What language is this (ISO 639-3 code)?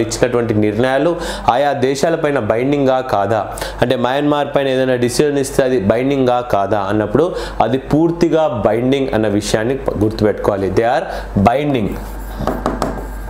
tel